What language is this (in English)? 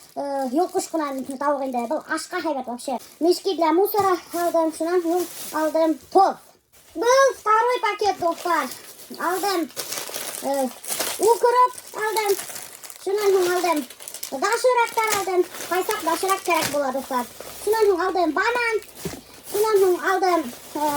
Bashkir